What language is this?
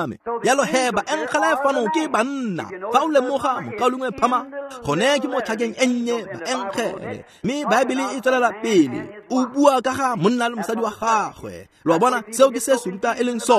Tswana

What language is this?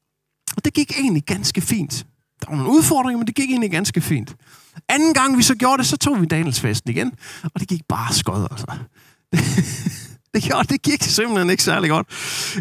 Danish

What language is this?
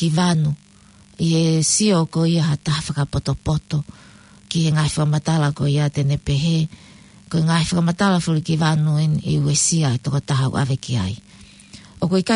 Tongan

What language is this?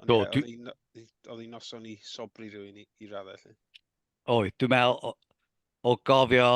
Welsh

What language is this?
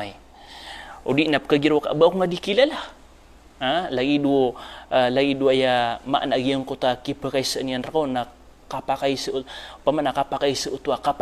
Maranao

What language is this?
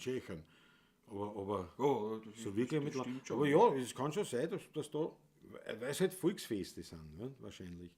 Bavarian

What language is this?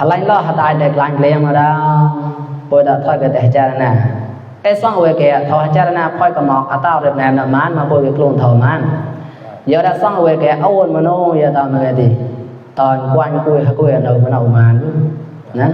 Mon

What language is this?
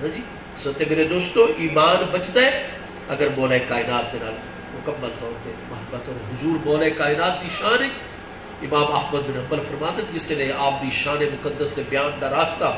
Saraiki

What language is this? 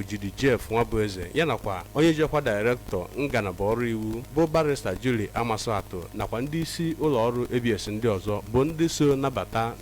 Igbo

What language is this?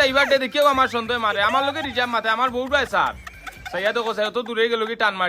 Sylheti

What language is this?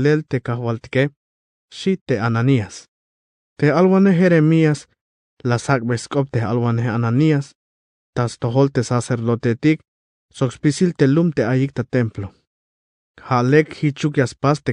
Tzeltal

